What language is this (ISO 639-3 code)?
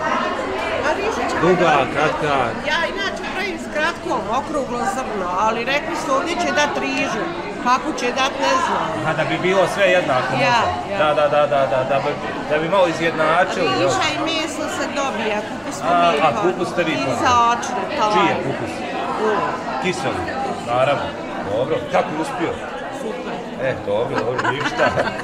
bos